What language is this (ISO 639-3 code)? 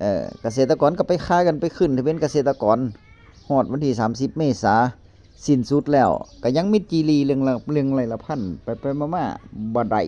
tts